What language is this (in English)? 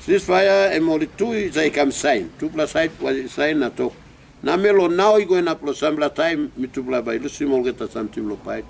Tok Pisin